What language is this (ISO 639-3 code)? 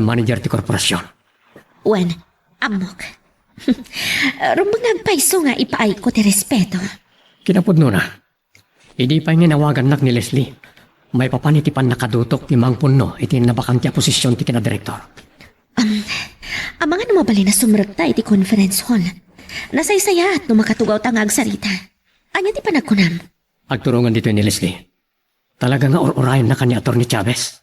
ilo